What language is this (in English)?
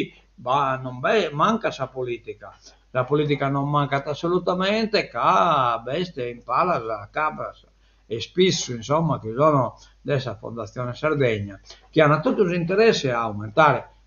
Sardinian